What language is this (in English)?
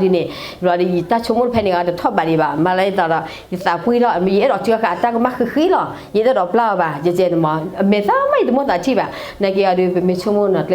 S'gaw Karen